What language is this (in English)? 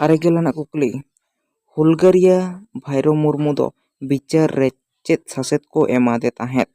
Santali